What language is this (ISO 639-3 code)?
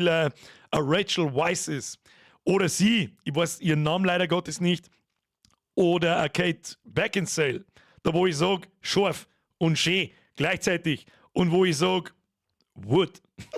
bar